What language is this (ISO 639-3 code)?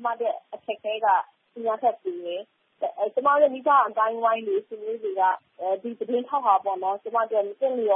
mya